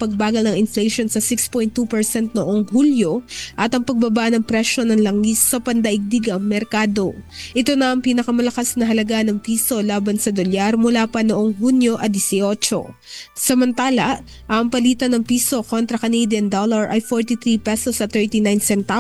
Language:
Filipino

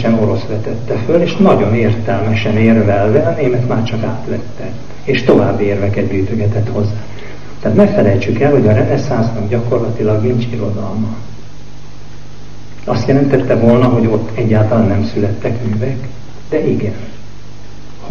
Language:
Hungarian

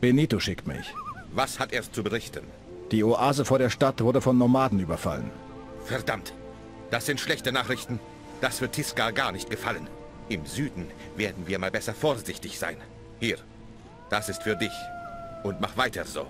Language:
Bavarian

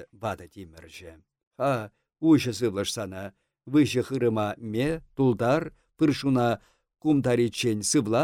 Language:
Chuvash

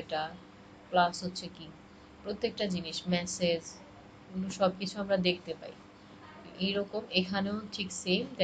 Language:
Bangla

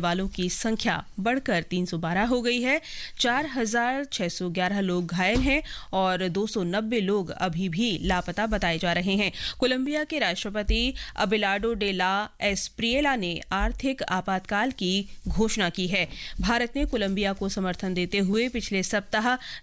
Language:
Hindi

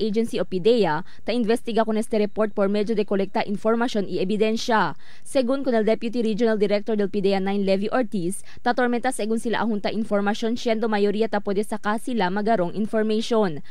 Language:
Chavacano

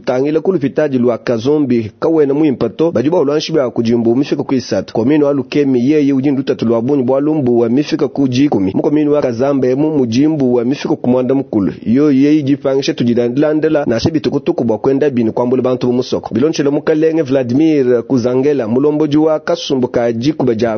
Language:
Luba-Lulua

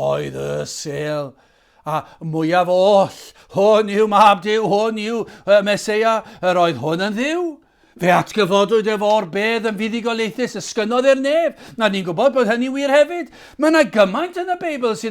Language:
Welsh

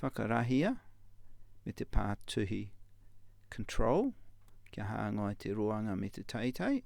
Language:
Māori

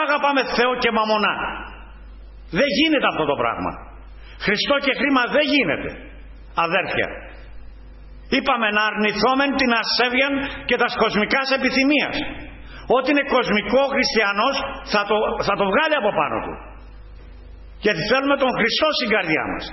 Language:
Greek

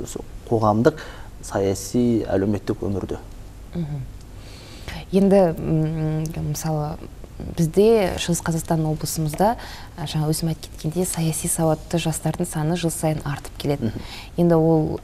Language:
Kazakh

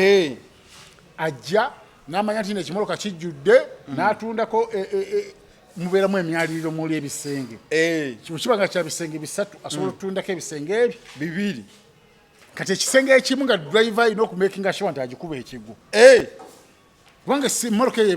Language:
Ganda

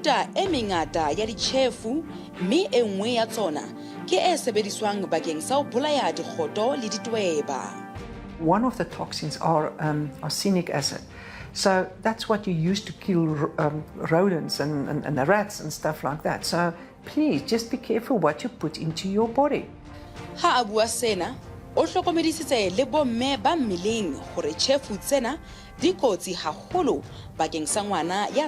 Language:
Southern Sotho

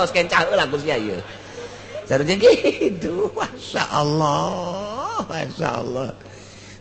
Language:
Sundanese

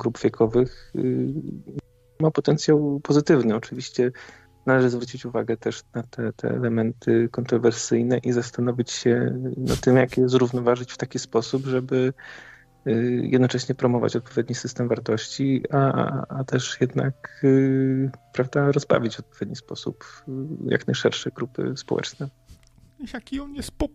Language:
Polish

